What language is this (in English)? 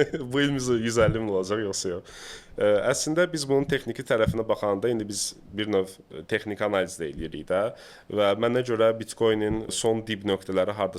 Azerbaijani